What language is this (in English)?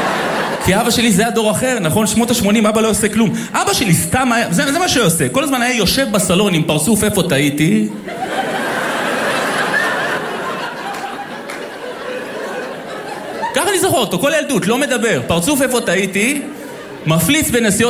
Hebrew